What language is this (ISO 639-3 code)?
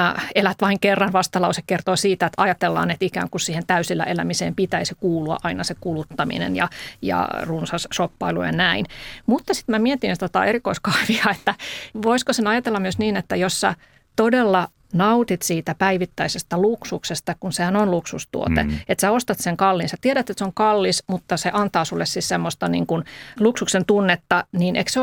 fin